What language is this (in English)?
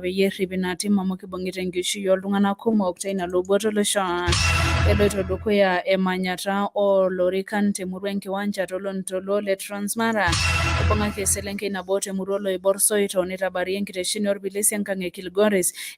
Masai